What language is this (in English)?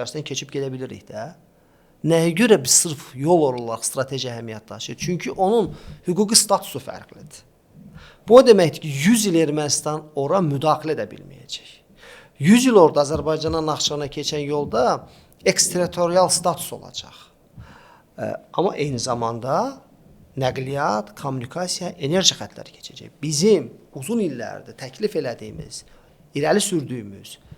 Azerbaijani